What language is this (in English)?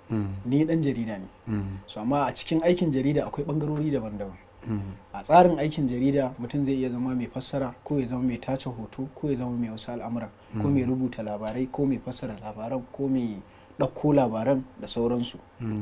Hausa